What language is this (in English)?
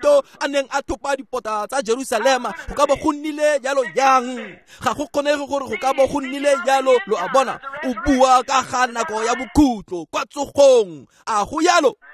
Tswana